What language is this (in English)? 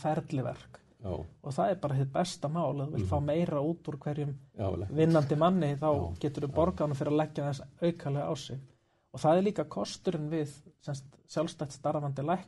Icelandic